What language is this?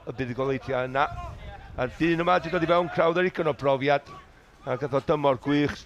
Welsh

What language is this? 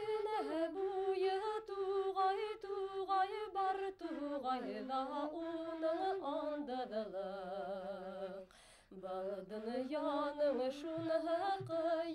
Bashkir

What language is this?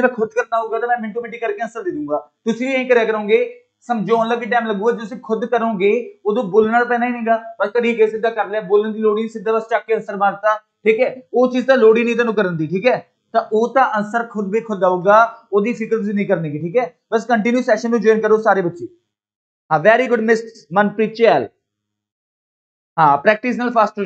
Punjabi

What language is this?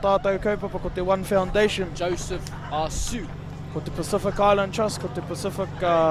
Māori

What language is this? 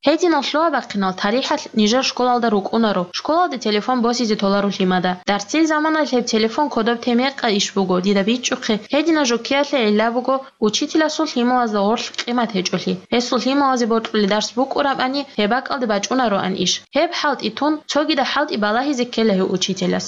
Avaric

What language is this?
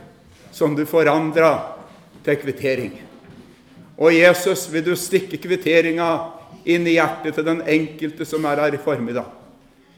Norwegian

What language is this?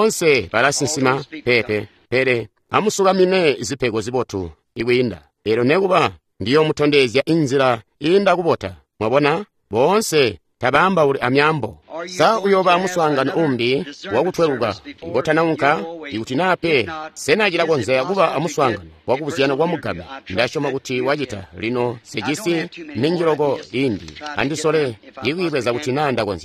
Tonga (Zambia)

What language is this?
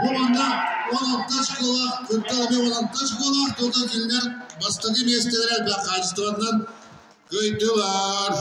Yakut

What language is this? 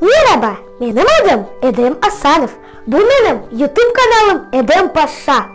Crimean Tatar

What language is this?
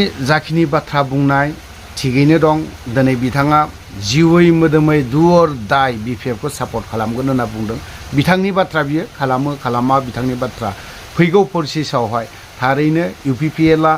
Bodo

